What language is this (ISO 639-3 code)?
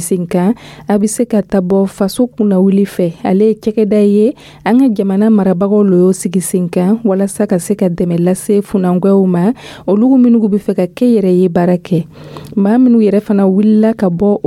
dyu